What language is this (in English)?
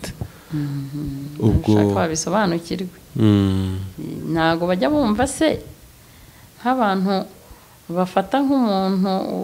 Kinyarwanda